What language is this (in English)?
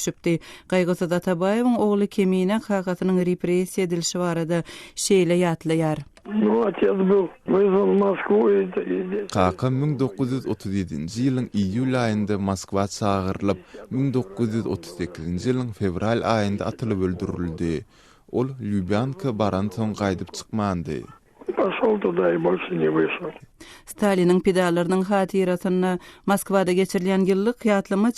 Turkmen